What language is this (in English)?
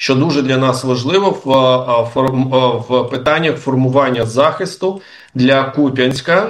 Ukrainian